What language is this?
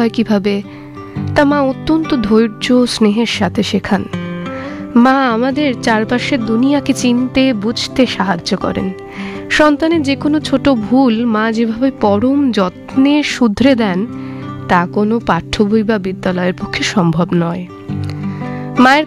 Bangla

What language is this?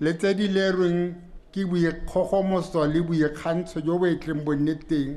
Tswana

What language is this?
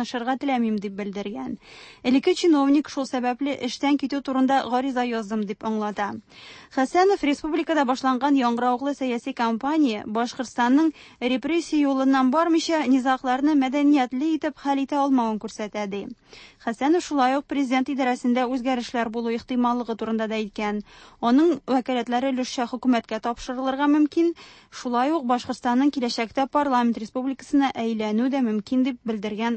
Tatar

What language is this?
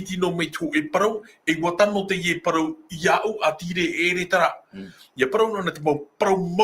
Tahitian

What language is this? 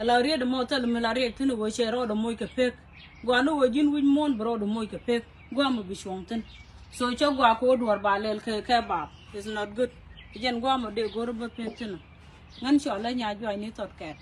Nuer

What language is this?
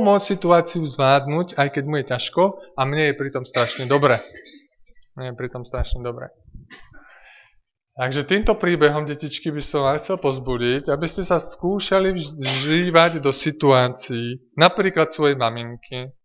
Slovak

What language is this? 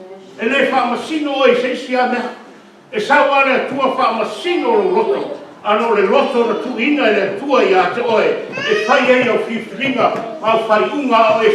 Samoan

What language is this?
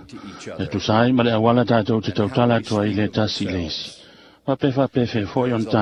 Samoan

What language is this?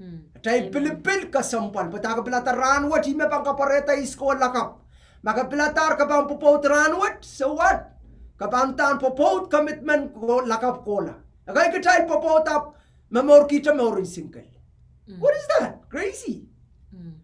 Pohnpeian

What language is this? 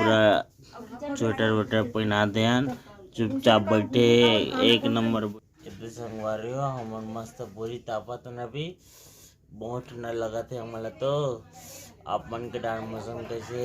Chhattisgarhi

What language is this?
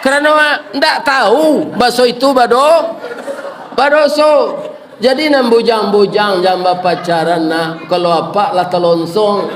Minangkabau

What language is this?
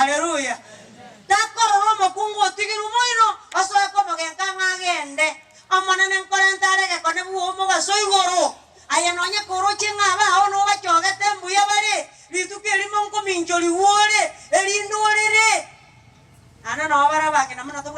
Gusii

